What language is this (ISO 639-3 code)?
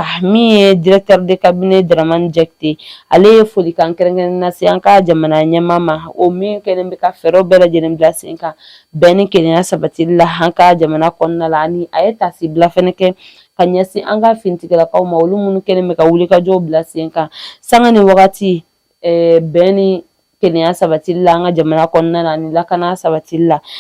bam